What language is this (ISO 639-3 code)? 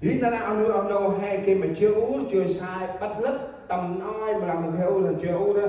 cmo